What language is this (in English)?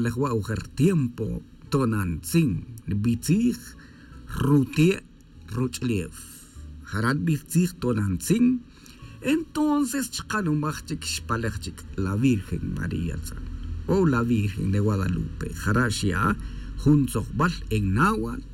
Tz'utujil